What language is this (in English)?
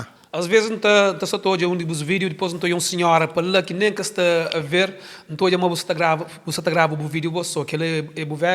Kabuverdianu